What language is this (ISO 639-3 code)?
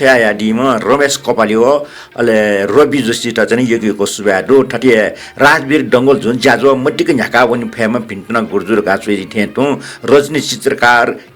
new